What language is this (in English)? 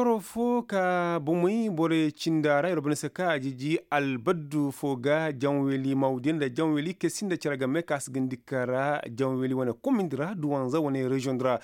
Koyraboro Senni